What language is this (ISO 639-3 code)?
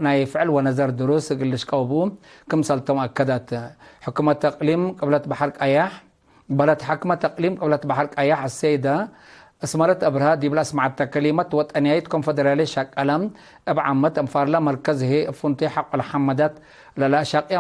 tig